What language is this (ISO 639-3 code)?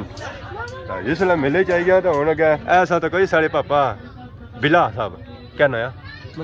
phr